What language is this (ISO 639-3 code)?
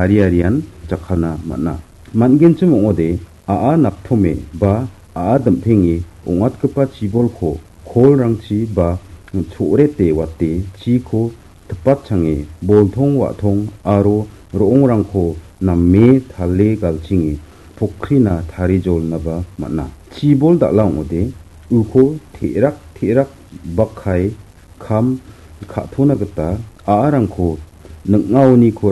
grt